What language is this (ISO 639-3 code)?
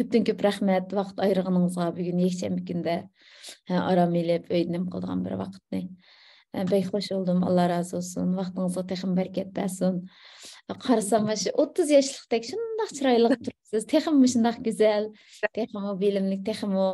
uig